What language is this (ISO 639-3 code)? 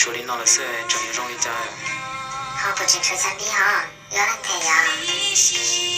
hmn